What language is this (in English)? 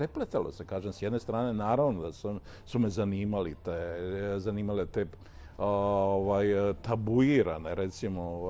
Croatian